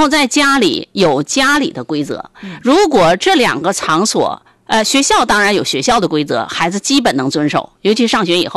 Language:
Chinese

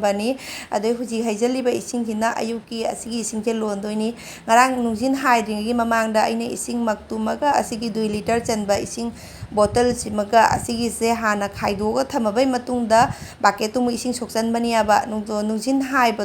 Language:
Manipuri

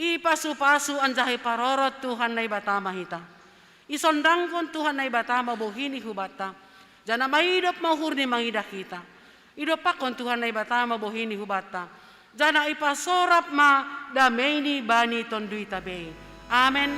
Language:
Batak Simalungun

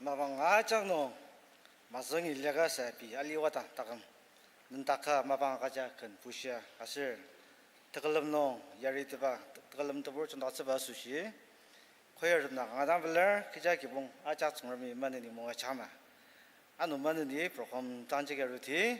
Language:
Ao Naga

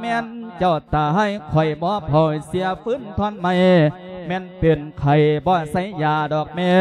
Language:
Lao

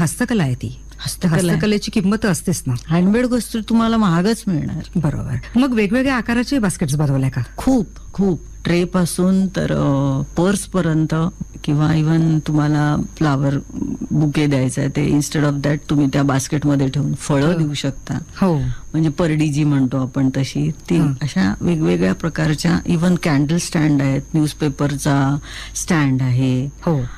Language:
Marathi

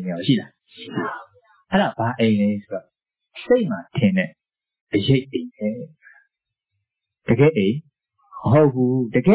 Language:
Burmese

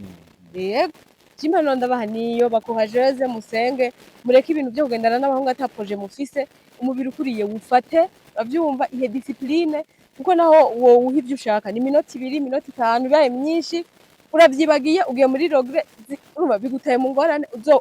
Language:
Rundi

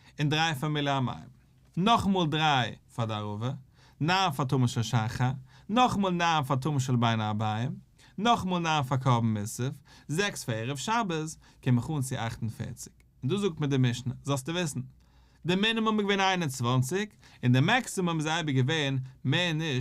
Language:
Yiddish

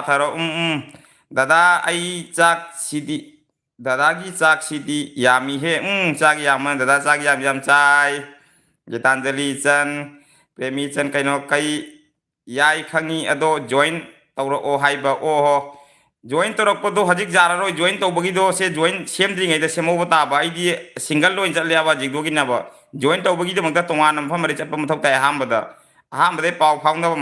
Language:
Manipuri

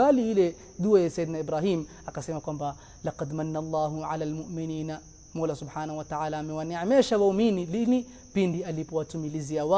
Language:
Swahili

